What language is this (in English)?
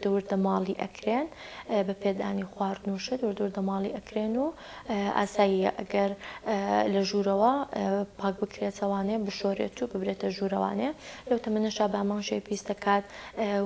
Central Kurdish